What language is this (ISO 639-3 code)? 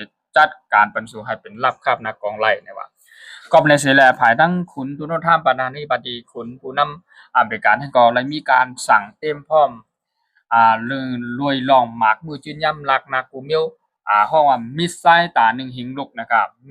shn